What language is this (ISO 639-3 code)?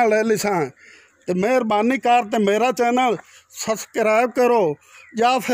pan